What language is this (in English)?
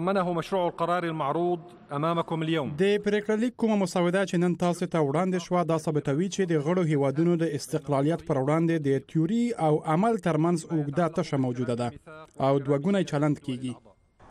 Pashto